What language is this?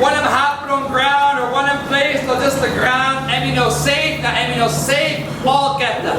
Tok Pisin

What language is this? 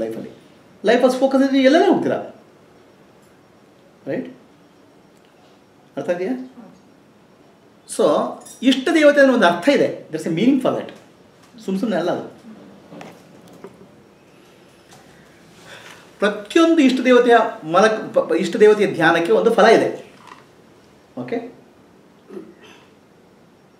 Kannada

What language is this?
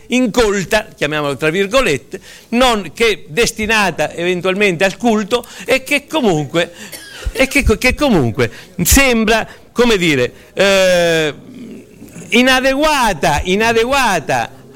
Italian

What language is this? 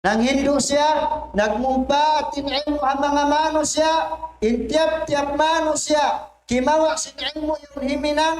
Tausug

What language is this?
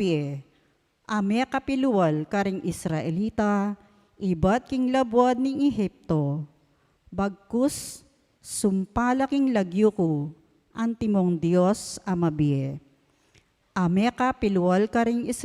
Pampanga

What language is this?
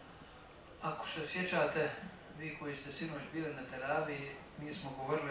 Bosnian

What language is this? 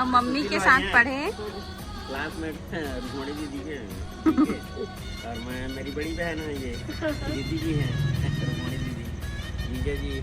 Chhattisgarhi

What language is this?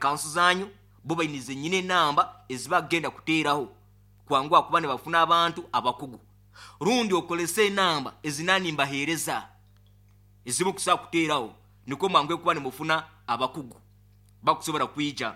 Nyoro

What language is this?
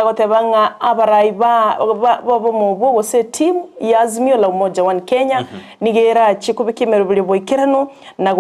Gusii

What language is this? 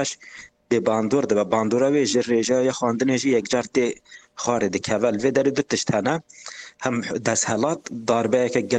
Kurdish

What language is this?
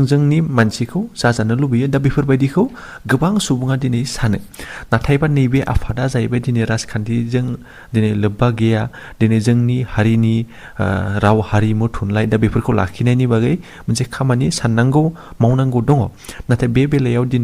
Bodo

